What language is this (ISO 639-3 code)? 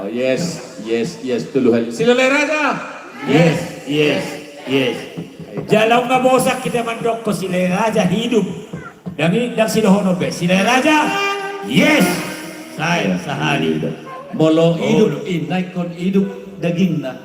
bbc